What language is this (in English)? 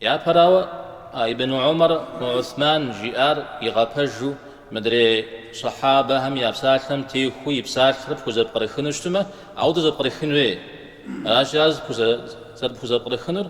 Kabardian